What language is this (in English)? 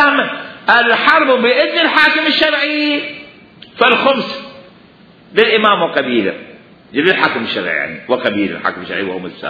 Mesopotamian Arabic